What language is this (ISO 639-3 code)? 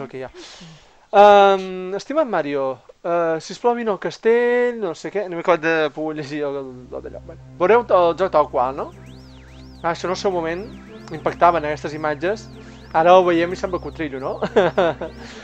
cat